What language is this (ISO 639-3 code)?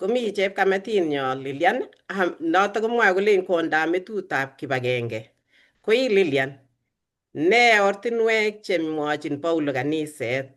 kln